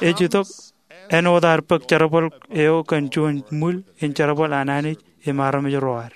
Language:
Marshallese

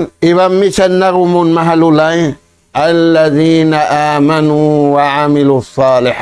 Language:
Tausug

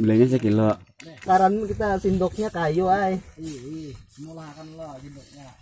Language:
Banjar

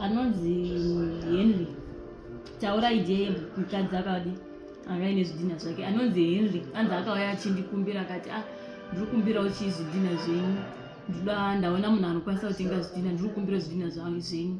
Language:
Shona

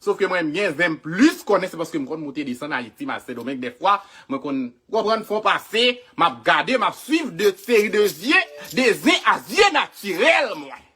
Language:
Haitian Creole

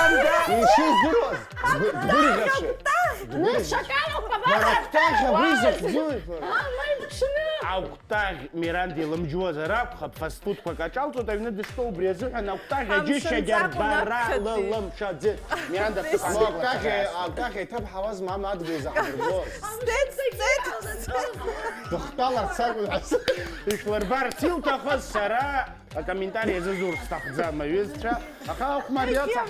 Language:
Abkhazian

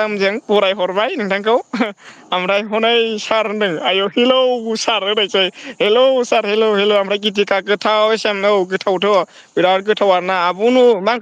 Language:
Bodo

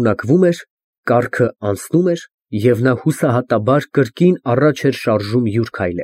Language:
Armenian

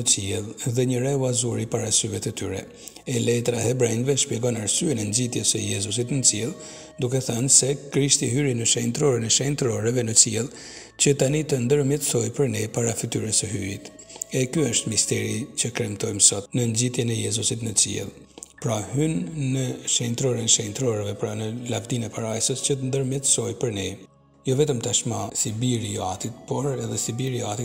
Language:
Albanian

